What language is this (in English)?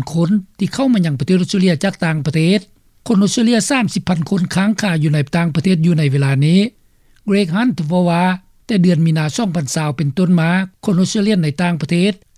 Lao